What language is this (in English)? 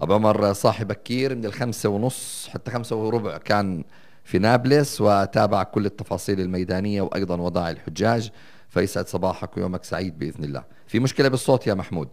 North Levantine Arabic